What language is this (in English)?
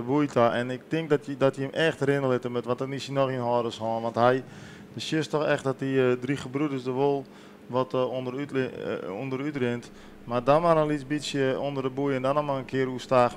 Western Frisian